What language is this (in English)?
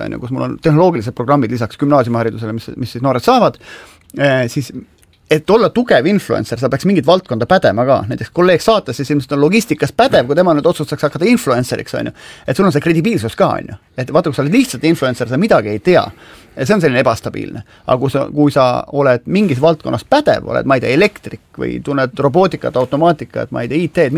Estonian